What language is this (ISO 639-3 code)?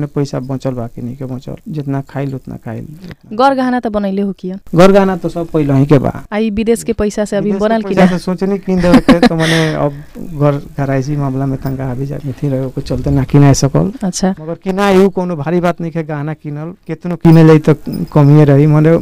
bho